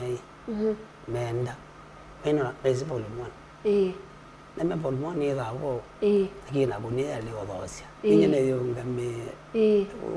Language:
Kamba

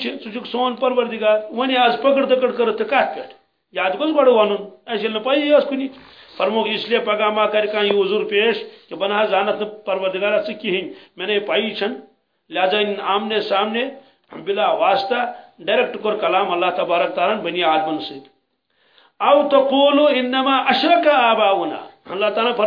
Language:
Kashmiri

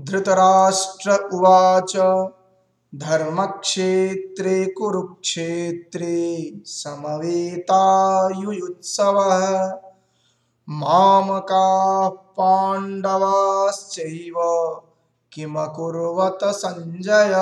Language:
Sanskrit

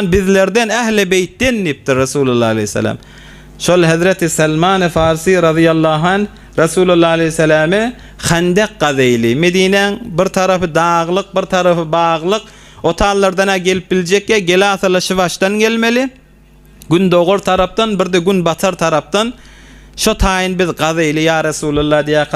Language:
Turkmen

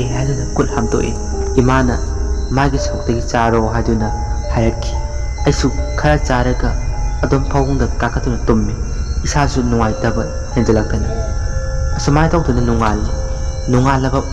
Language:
Manipuri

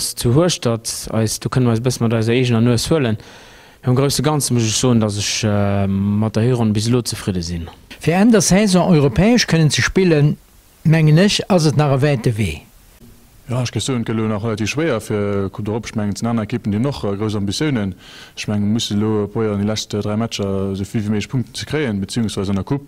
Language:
Luxembourgish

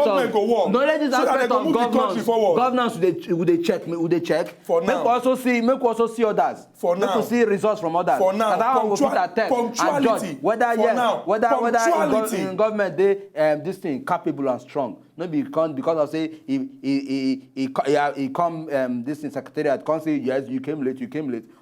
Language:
Nigerian Pidgin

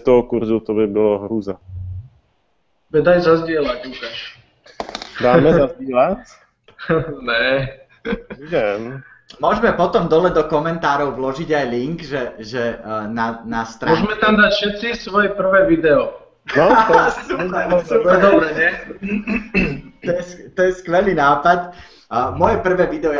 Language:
Slovak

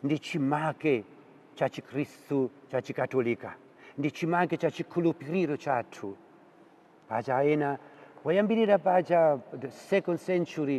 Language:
Nyanja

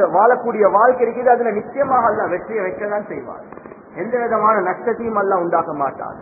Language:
Tamil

